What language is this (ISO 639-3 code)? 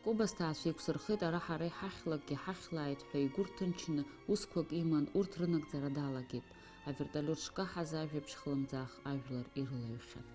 abk